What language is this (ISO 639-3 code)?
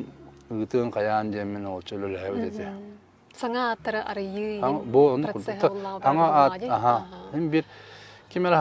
sah